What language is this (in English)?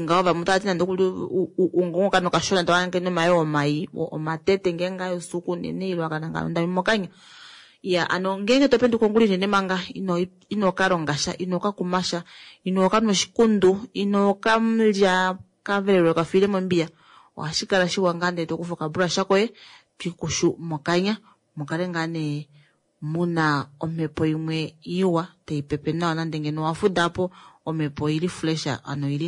Kuanyama